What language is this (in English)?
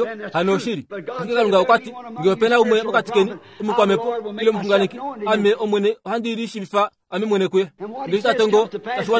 Kuanyama